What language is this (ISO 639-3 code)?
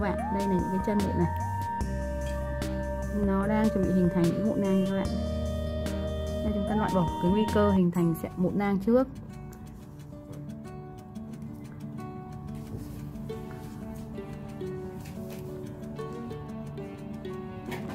vie